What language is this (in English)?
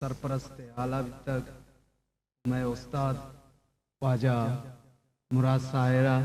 Eastern Balochi